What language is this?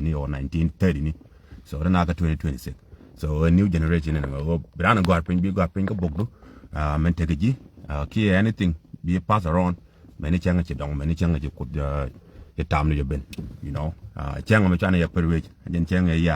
Nuer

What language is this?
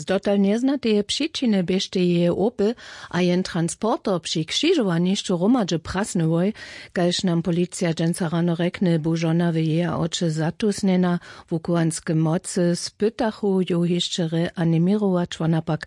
Upper Sorbian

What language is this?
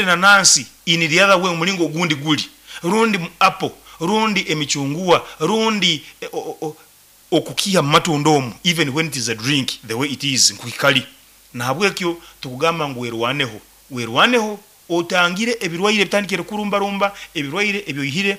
Nyoro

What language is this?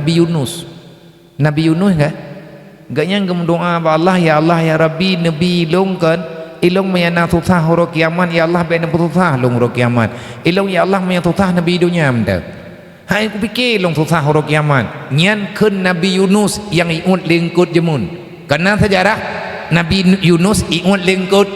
Achinese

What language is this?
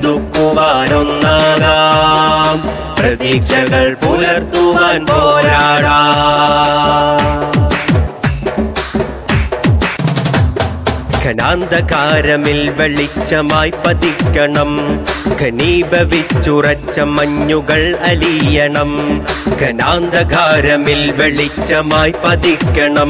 Malayalam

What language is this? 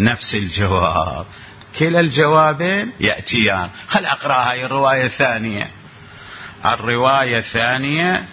Mesopotamian Arabic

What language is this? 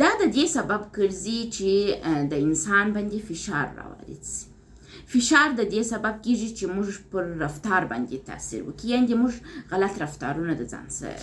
Pashto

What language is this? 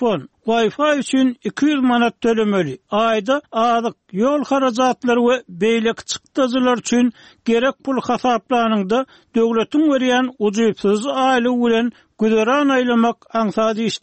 Turkmen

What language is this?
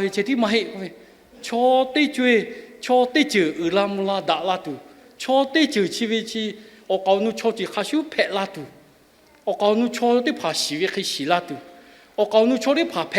Lahu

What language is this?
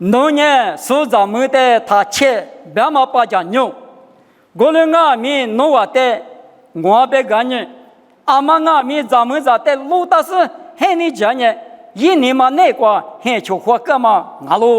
Lisu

